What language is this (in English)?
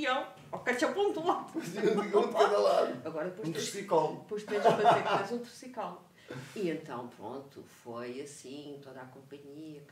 Portuguese